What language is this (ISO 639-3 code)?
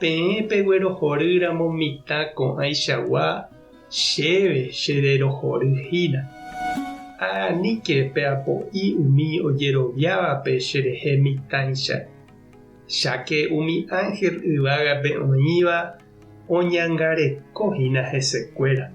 grn